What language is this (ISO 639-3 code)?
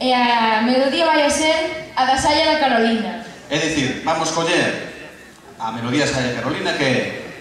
glg